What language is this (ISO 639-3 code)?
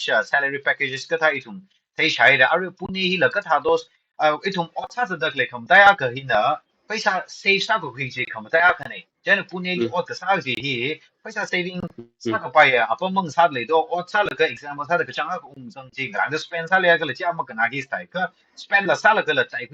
nmf